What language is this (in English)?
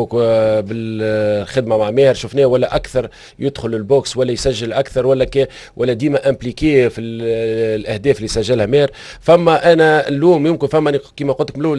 Tunisian Arabic